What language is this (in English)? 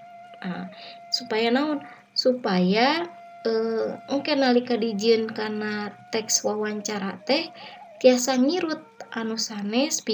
Sundanese